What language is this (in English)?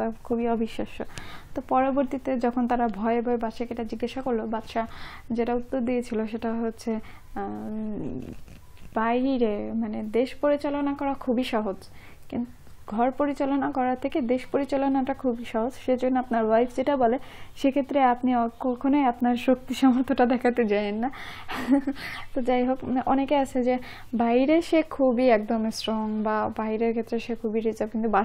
Bangla